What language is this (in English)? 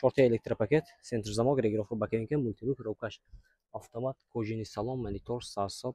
Tajik